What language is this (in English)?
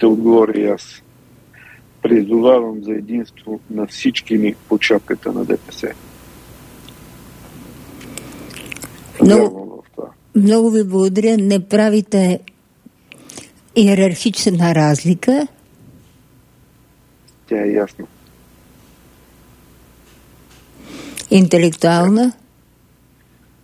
Bulgarian